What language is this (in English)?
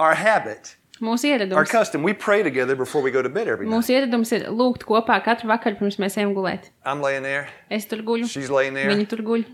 Latvian